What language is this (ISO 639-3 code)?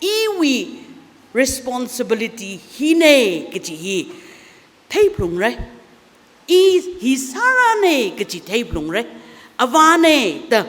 nmf